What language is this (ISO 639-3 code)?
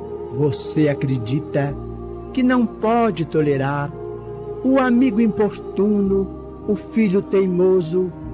por